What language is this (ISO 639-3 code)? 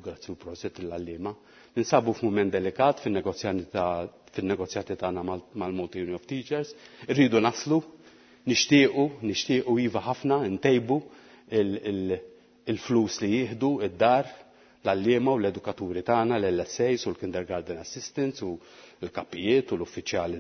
mlt